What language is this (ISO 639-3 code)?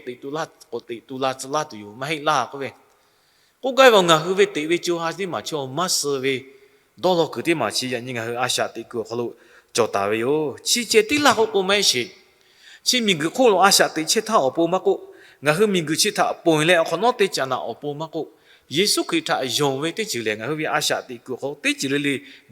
lhu